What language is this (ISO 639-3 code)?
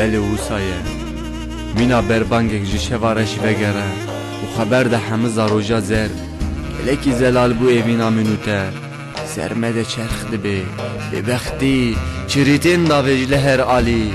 kur